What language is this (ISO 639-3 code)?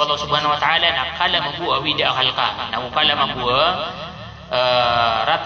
mrw